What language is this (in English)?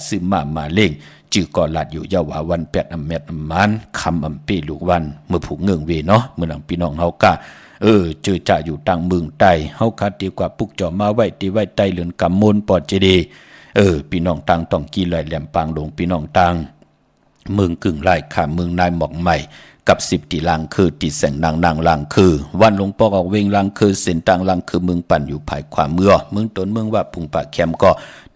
Shan